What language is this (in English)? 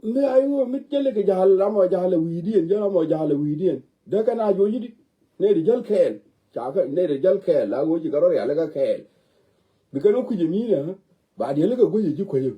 Nuer